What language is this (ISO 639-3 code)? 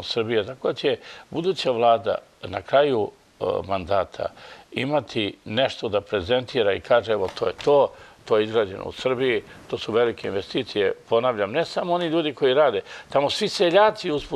srp